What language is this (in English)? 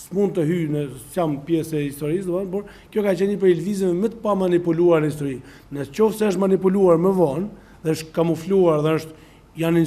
Albanian